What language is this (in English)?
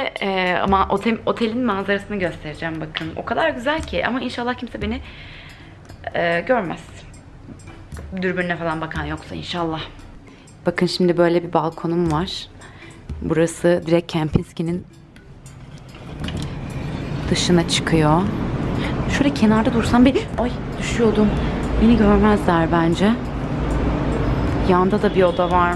Turkish